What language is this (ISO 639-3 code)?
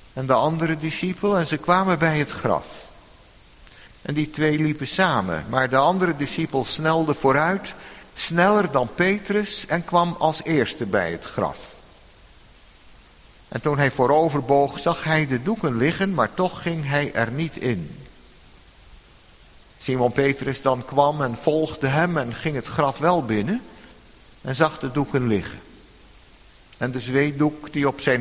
nld